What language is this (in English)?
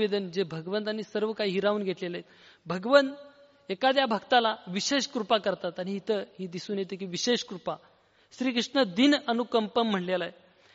Marathi